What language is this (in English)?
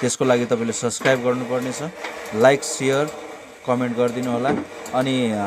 Nepali